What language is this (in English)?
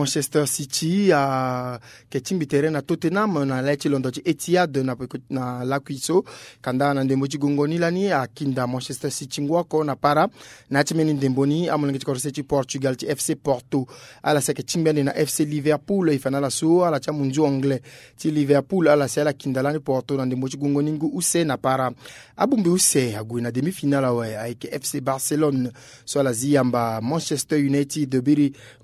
Sango